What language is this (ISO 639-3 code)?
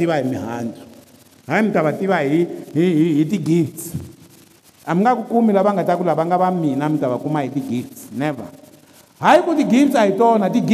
tso